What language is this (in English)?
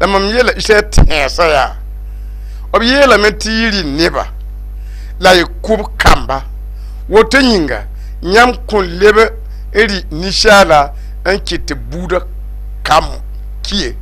Mossi